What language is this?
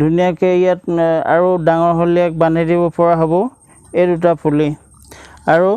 Assamese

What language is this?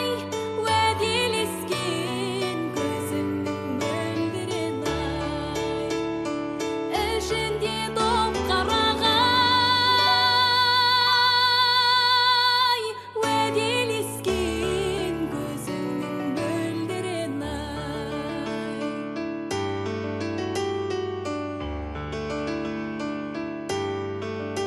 Kazakh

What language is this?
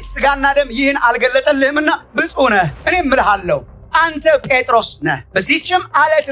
Amharic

